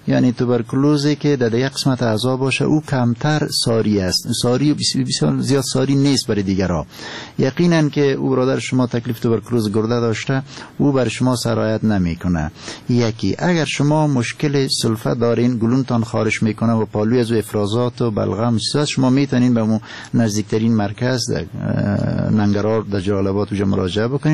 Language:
Persian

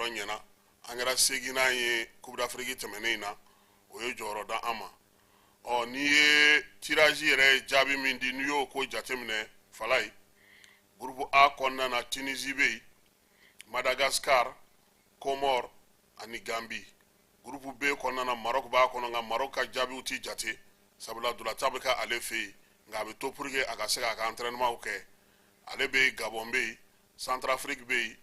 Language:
Bambara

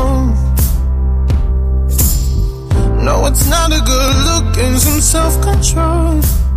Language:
Portuguese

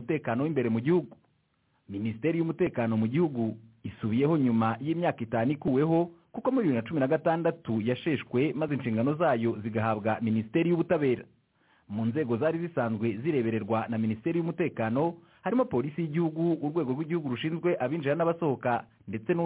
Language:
Kinyarwanda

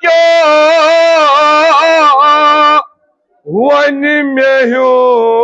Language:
Kashmiri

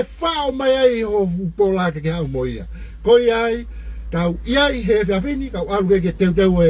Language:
Tongan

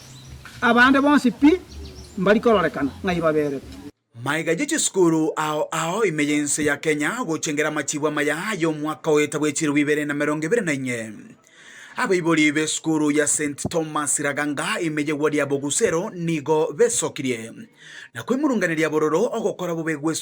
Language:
Gusii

